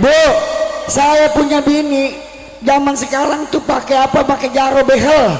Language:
Betawi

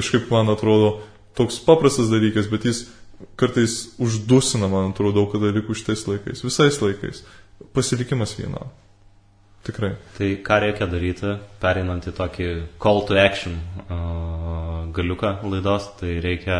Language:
Lithuanian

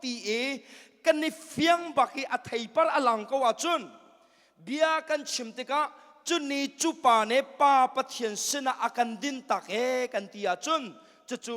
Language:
Hakha Chin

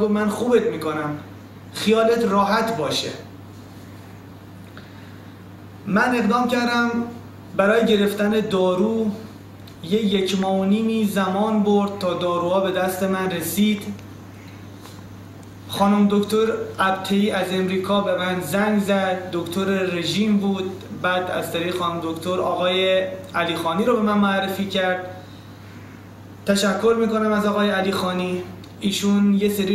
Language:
Persian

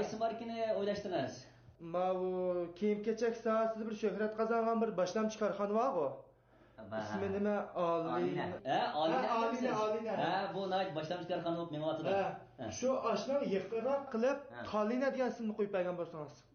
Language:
Uyghur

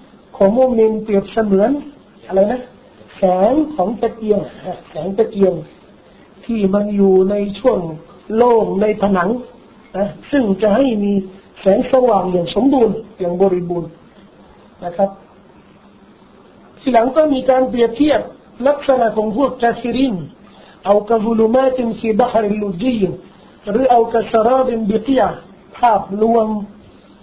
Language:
Thai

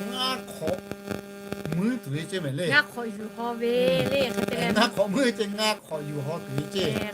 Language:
Lahu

